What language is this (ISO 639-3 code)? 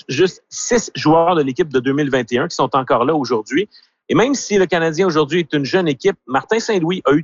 fra